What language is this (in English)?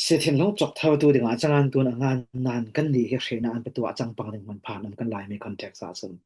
Falam Chin